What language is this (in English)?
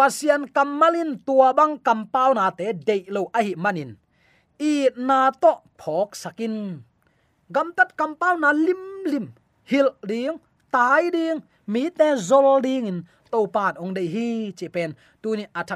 Tedim Chin